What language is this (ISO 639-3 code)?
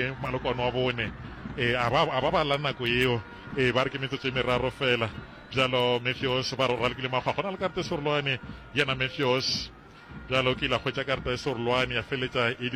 nso